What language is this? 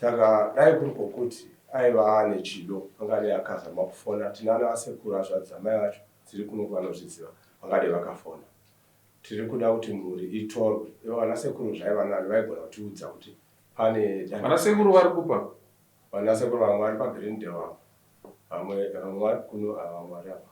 Shona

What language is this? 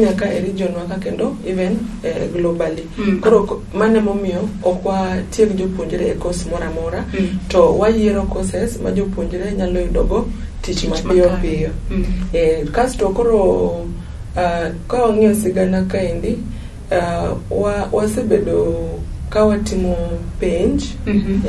Luo (Kenya and Tanzania)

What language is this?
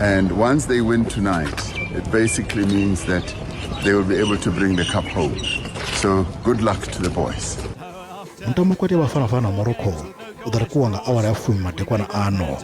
Venda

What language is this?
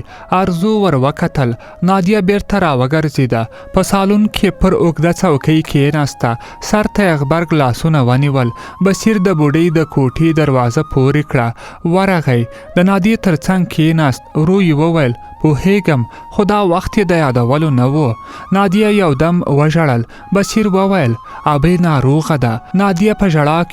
Pashto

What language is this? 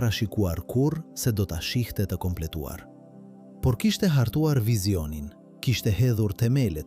Albanian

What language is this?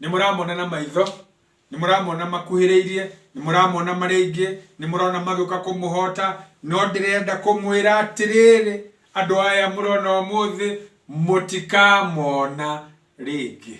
Kikuyu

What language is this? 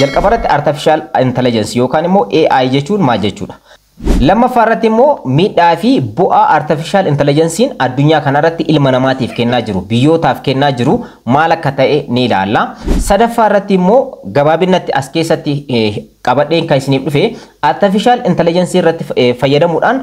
Oromo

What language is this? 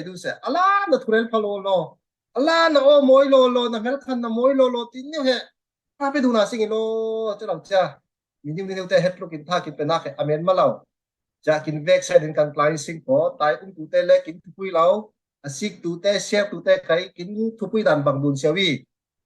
Falam Chin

